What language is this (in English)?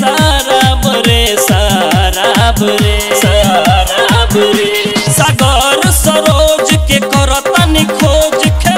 Bhojpuri